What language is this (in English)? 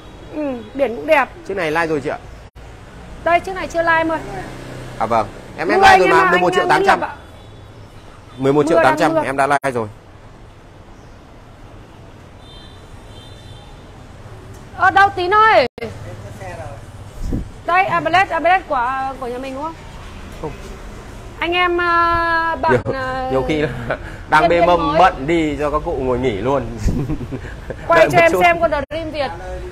Vietnamese